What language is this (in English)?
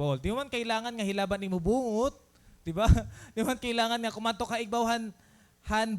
Waray